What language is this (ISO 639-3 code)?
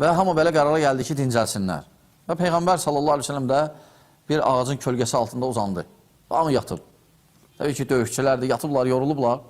aze